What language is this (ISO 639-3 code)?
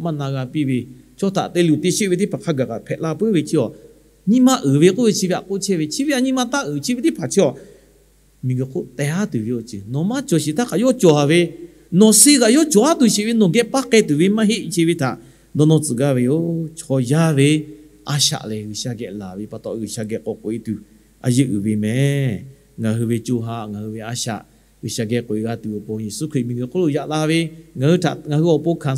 lhu